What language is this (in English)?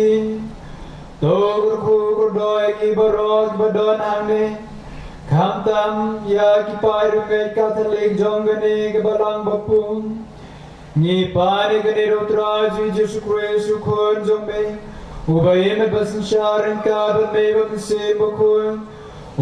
Khasi